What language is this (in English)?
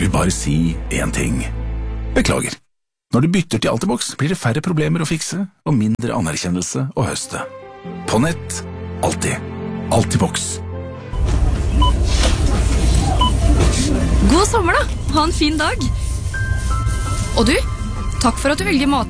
Norwegian